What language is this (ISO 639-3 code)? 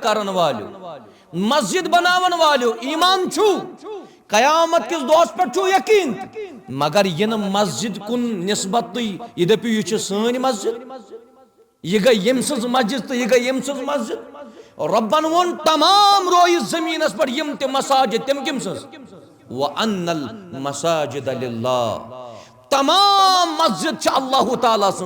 kas